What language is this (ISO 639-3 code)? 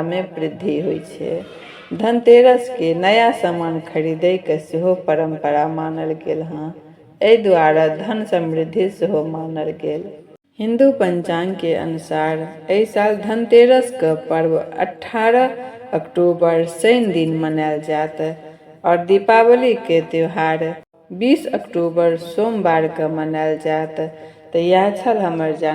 mai